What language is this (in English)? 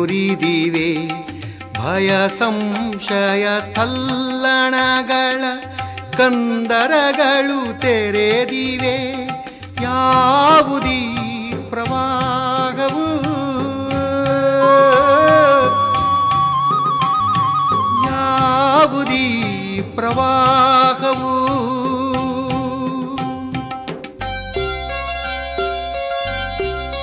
Kannada